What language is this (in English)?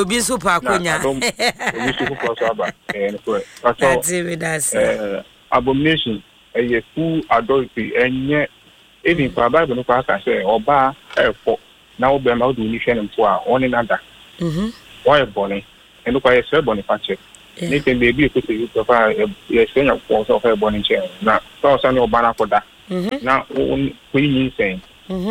Akan